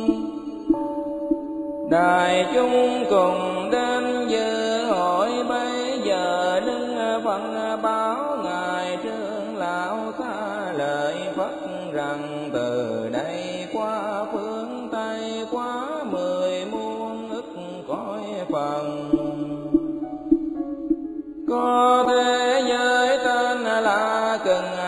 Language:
Vietnamese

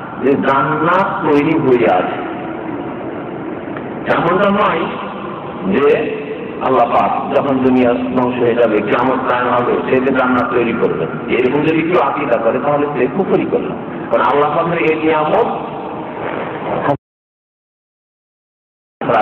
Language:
Bangla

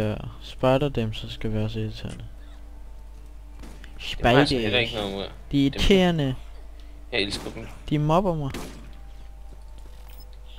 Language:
Danish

